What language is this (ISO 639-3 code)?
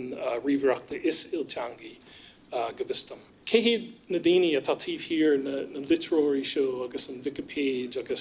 gle